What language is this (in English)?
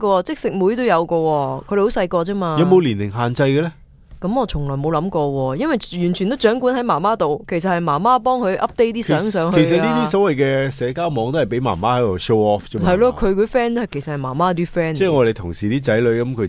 Cantonese